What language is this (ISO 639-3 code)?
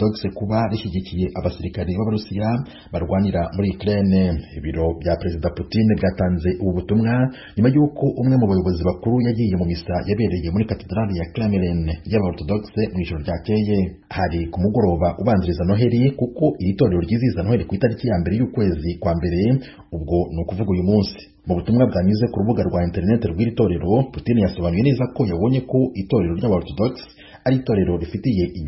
kin